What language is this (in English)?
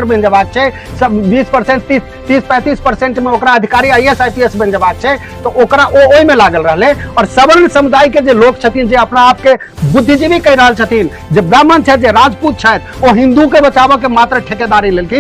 Maithili